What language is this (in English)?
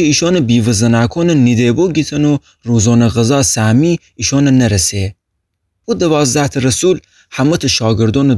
Gilaki